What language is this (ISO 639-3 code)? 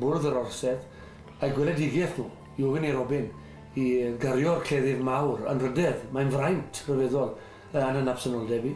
cym